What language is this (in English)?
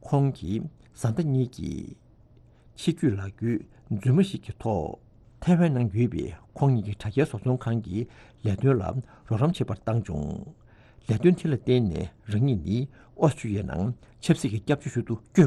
Tibetan